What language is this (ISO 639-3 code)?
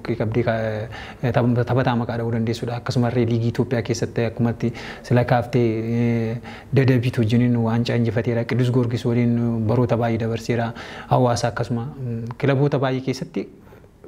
orm